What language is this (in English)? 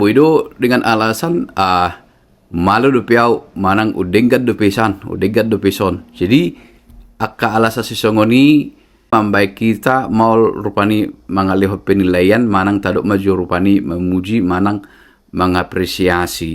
Batak Toba